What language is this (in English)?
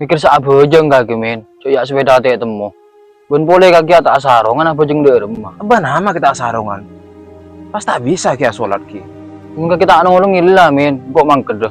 Madurese